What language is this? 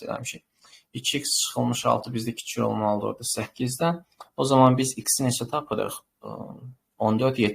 Azerbaijani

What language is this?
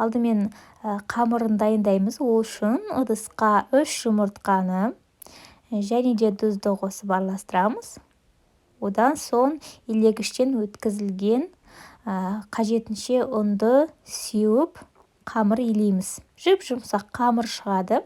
Kazakh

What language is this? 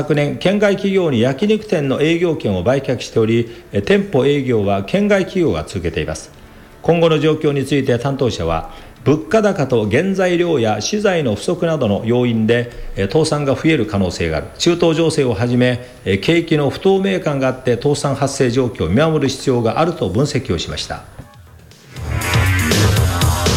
Japanese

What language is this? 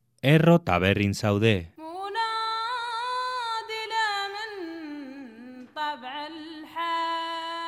Basque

